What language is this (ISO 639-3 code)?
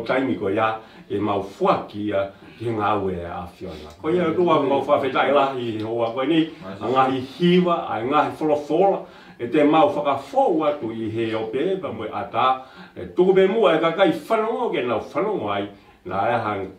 ton